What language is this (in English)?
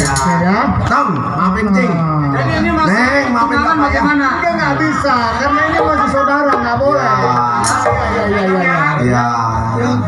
Betawi